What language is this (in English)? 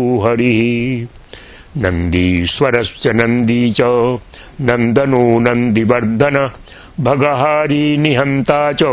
Sanskrit